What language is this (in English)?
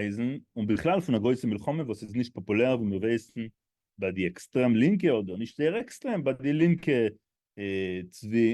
Yiddish